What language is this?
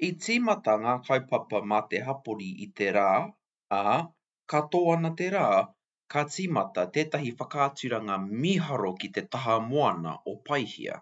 Māori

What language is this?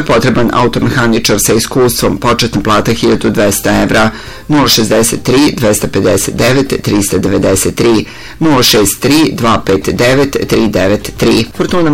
Serbian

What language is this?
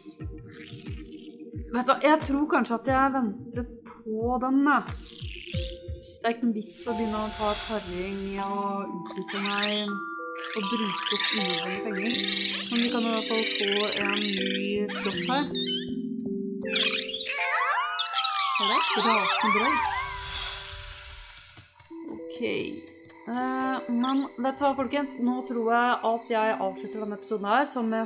Norwegian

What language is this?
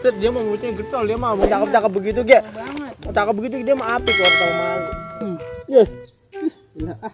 Betawi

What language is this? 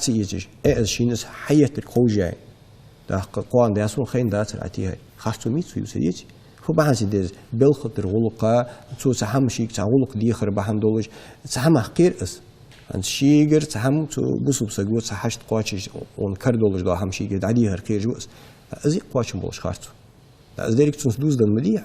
Ingush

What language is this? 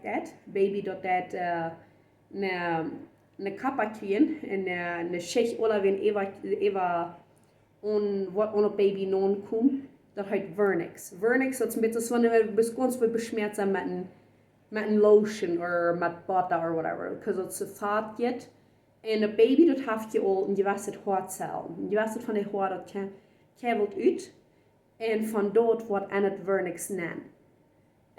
Plautdietsch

